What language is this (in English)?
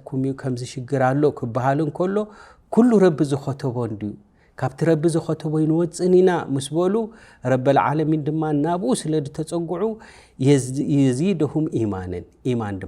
Tigrinya